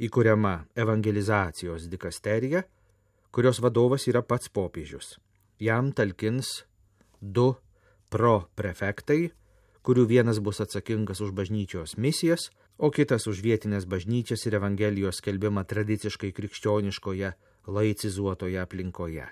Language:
Lithuanian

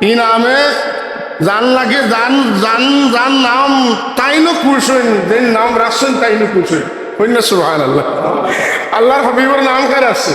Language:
Sylheti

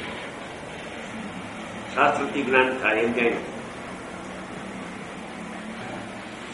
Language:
Gujarati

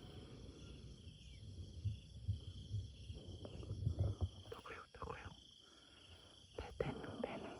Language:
Lao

